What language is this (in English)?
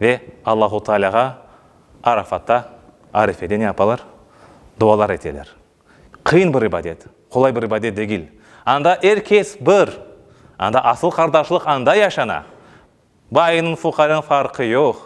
Crimean Tatar